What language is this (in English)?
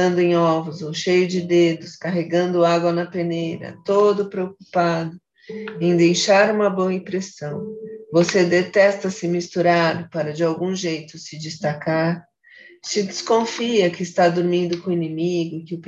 Portuguese